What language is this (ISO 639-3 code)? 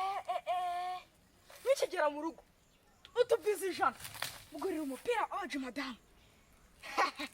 kin